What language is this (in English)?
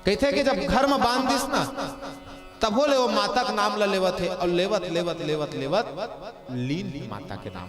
Chhattisgarhi